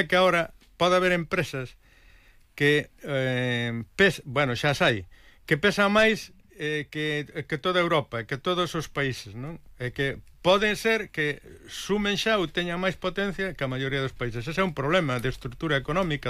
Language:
Galician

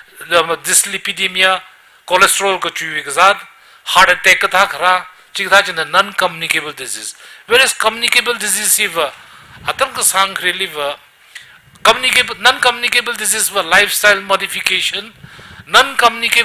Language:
Tangkhul Naga (India)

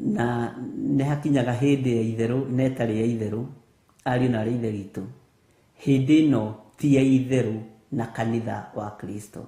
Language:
Kikuyu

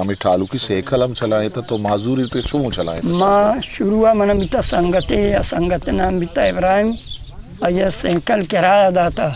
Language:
Eastern Balochi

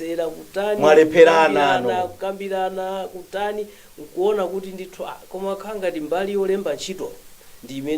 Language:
Nyanja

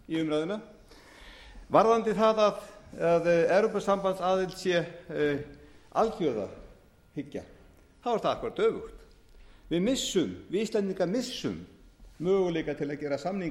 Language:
Icelandic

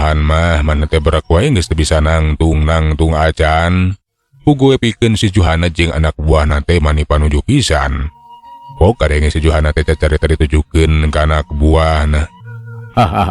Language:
Sundanese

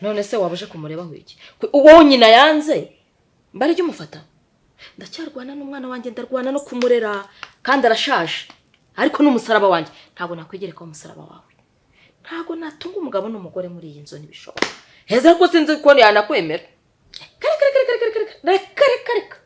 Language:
Kinyarwanda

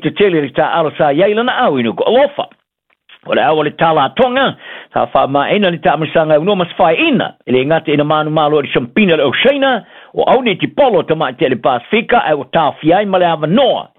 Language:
Samoan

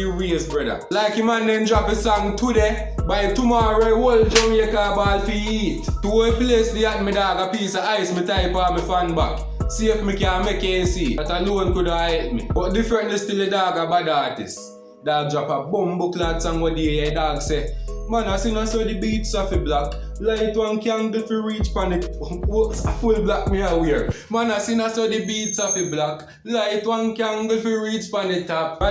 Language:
Jamaican Creole English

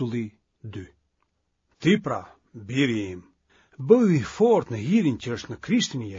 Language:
Albanian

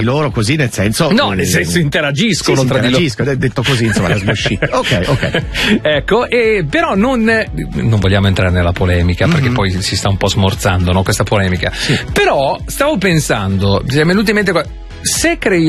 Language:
Italian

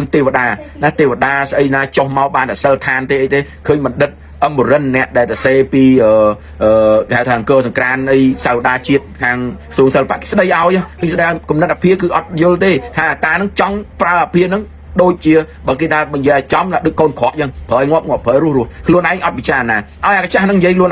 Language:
Khmer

